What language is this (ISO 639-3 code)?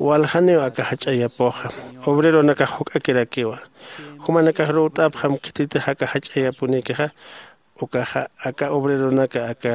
aym